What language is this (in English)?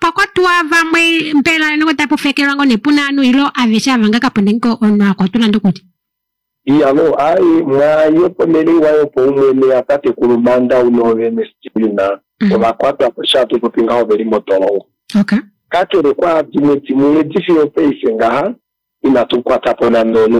Kuanyama